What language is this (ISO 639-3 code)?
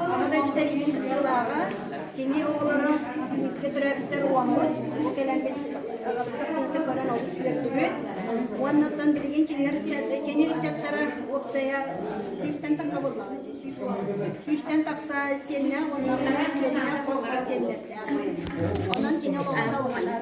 sah